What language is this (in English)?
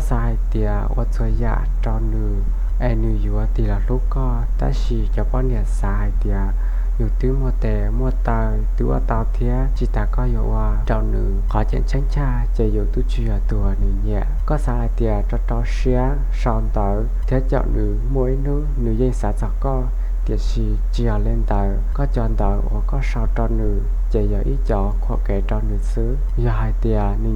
Hmong